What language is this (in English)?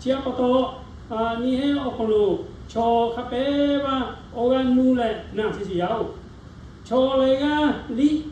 Lahu